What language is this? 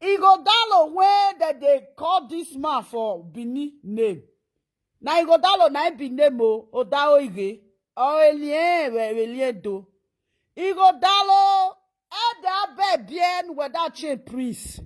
Nigerian Pidgin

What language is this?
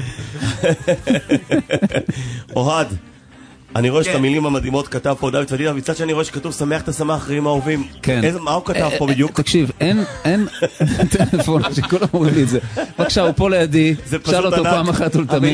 Hebrew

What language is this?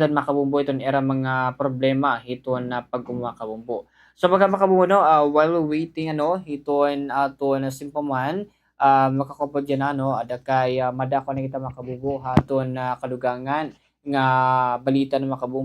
Waray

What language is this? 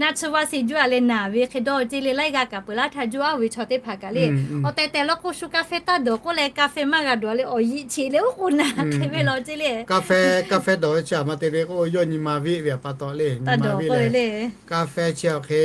Lahu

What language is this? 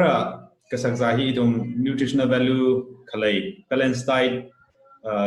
Tangkhul Naga (India)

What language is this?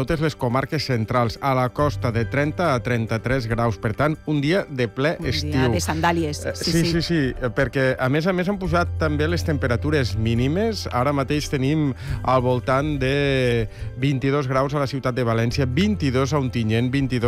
Catalan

